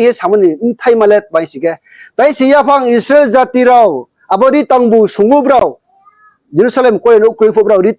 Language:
Riang (India)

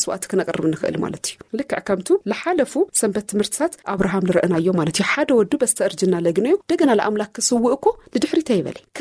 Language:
Tigrinya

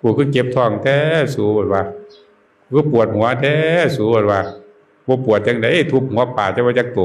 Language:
Northeastern Thai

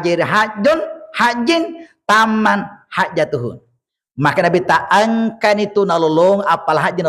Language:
Buginese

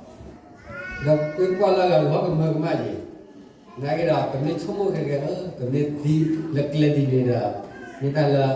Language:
S'gaw Karen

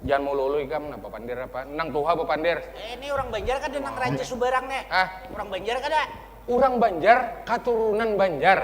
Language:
Banjar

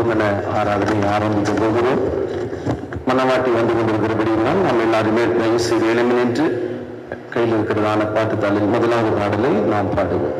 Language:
Tamil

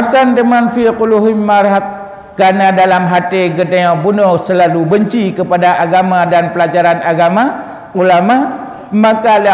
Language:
Achinese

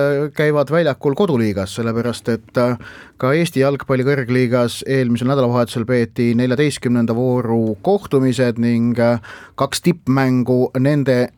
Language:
Estonian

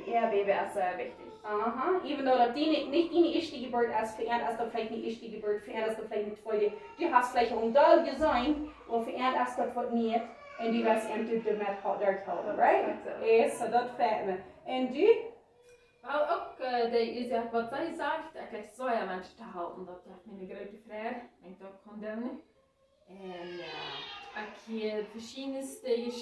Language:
Plautdietsch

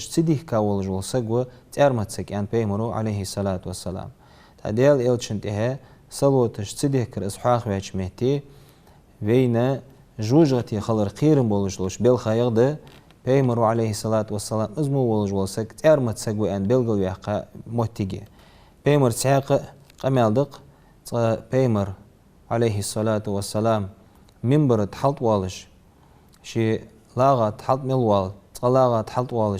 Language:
Ingush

